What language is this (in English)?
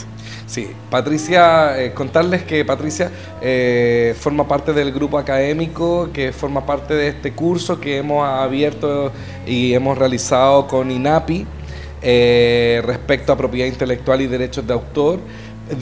Spanish